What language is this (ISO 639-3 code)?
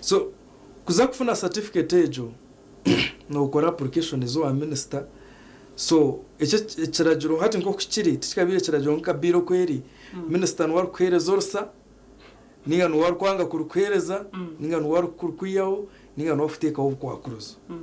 nyn